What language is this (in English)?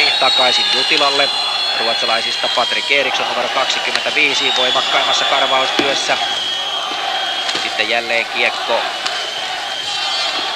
Finnish